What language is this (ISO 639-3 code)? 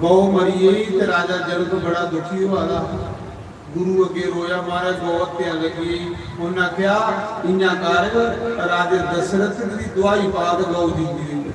doi